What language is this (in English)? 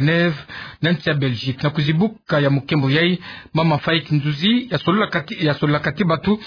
Kituba (Democratic Republic of Congo)